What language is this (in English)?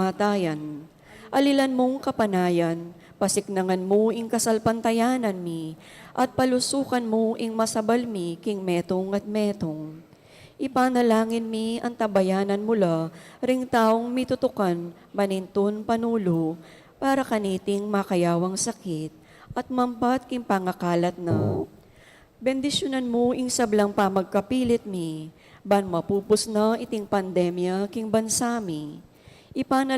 Pampanga